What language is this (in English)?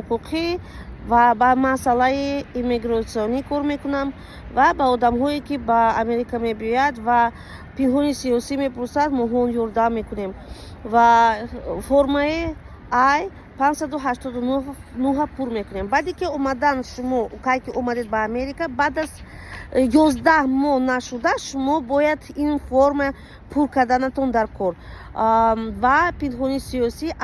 Tajik